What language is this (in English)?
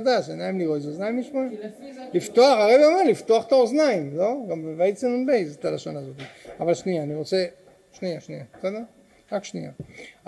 Hebrew